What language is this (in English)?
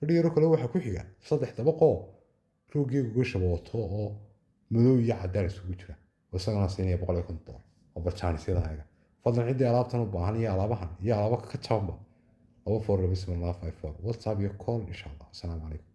Somali